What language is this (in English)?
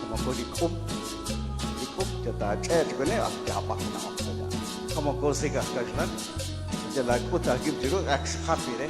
Kekchí